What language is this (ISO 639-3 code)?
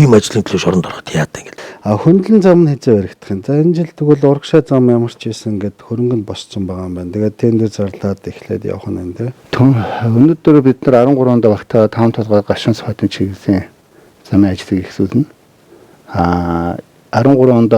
mon